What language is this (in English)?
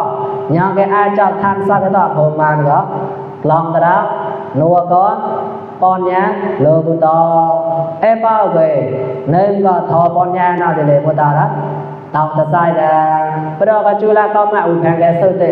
Mon